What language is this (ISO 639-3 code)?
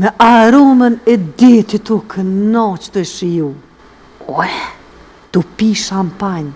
sqi